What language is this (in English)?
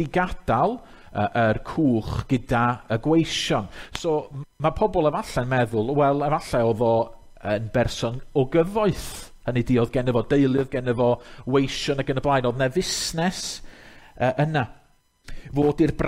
Welsh